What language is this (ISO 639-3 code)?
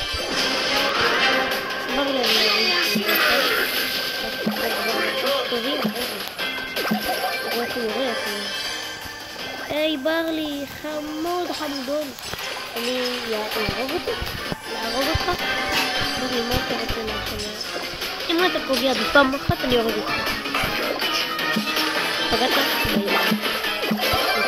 heb